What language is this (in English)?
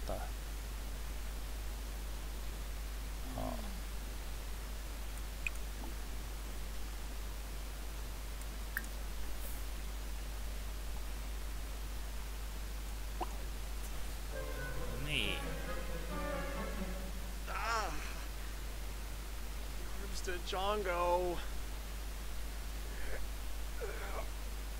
Finnish